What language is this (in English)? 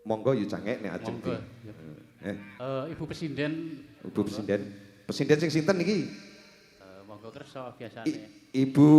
Javanese